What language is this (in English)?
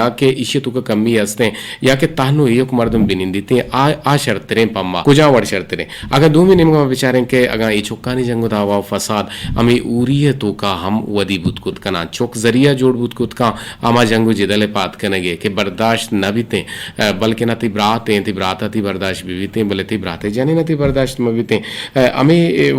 Eastern Balochi